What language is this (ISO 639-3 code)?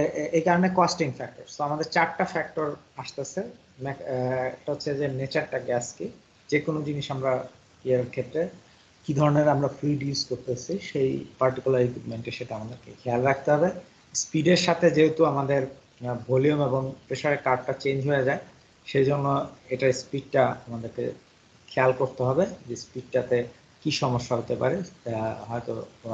ben